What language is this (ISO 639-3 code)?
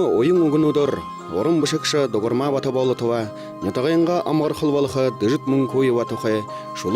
bua